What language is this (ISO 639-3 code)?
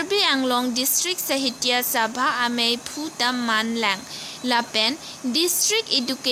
mjw